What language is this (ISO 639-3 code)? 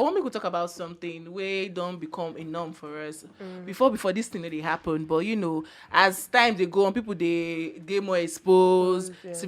pcm